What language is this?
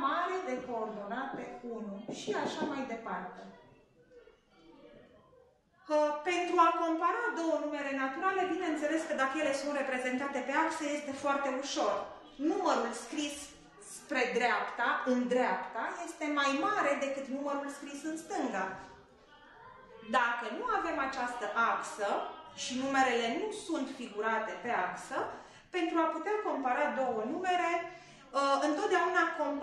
Romanian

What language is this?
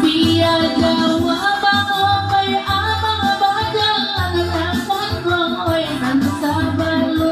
Minangkabau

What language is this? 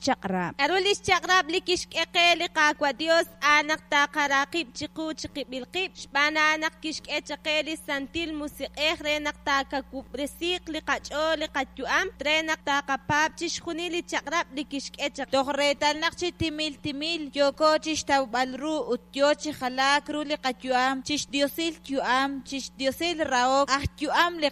Kekchí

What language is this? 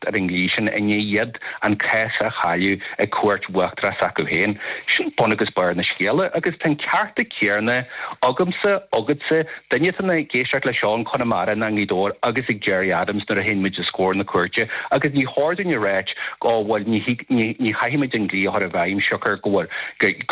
Irish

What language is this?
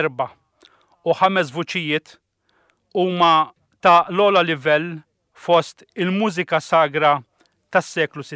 Maltese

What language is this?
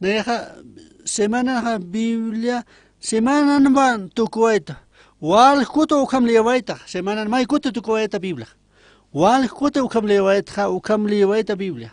Aymara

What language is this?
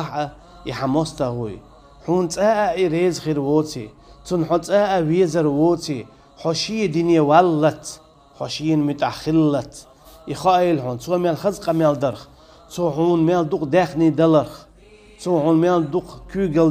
Chechen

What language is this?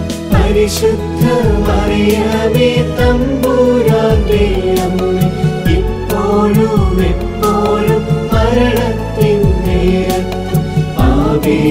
Malayalam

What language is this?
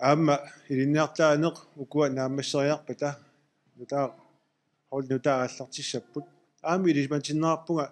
Kalaallisut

